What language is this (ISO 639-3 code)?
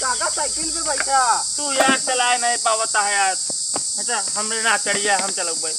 awa